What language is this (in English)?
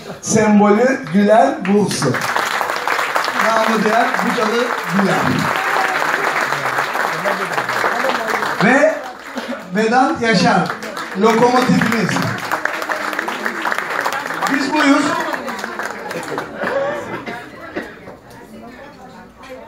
Turkish